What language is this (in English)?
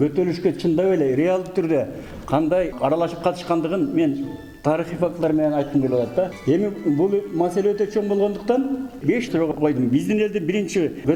Kyrgyz